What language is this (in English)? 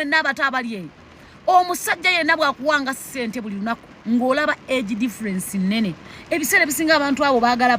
Ganda